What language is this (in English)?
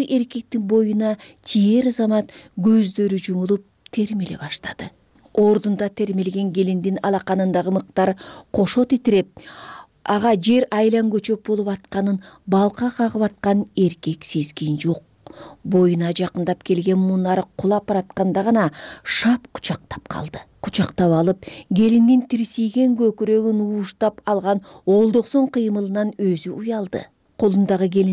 Kyrgyz